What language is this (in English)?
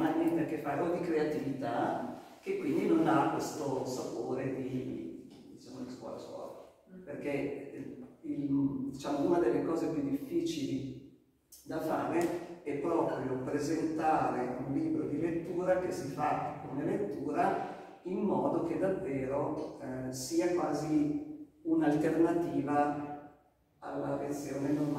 Italian